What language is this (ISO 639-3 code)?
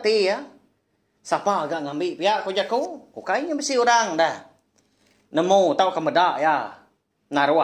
iba